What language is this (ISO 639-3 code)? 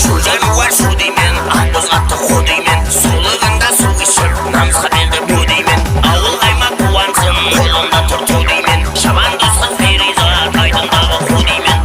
kaa